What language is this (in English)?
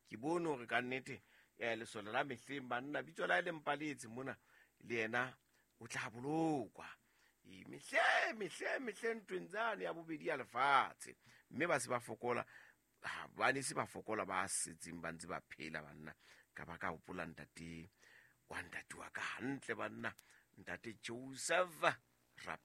Southern Sotho